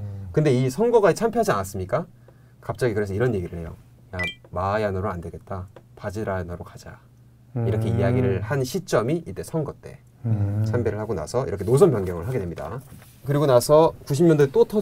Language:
Korean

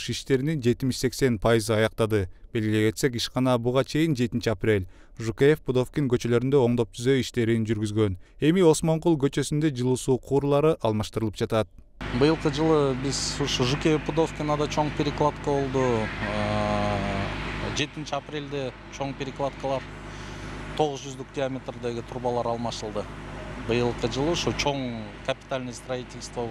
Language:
Kyrgyz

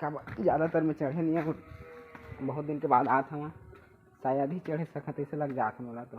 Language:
Chhattisgarhi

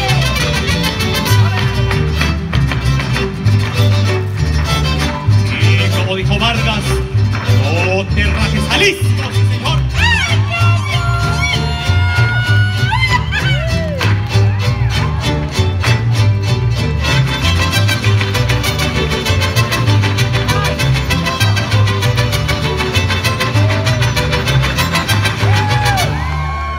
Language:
Spanish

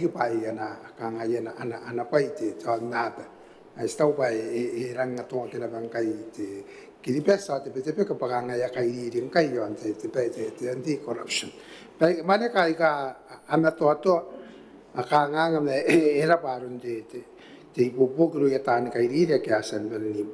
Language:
Gilbertese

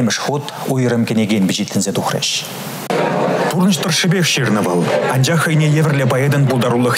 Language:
Chuvash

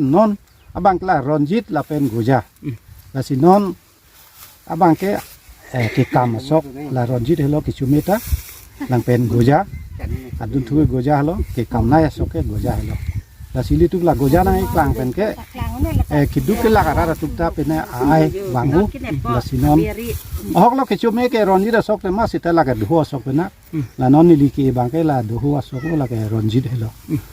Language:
Karbi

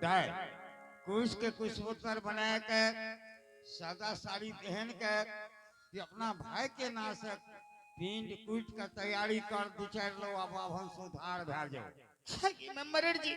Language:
Angika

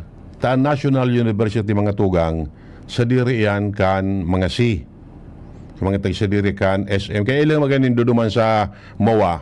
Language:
Bikol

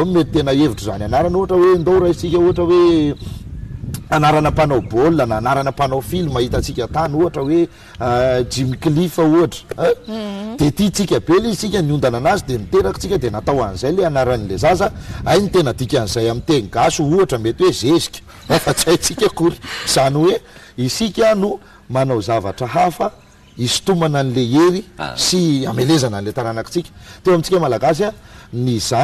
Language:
Malagasy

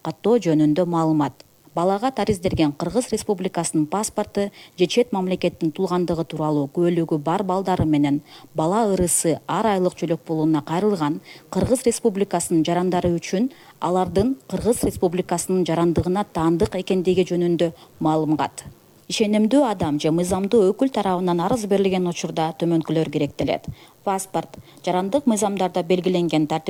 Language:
Kyrgyz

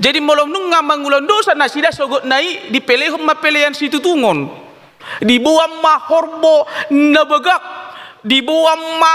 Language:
Batak Toba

